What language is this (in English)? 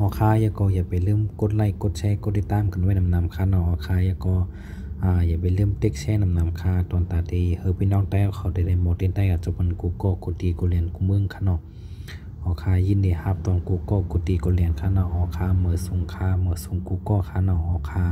Shan